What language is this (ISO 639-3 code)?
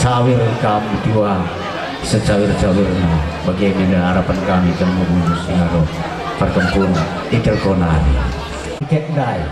btx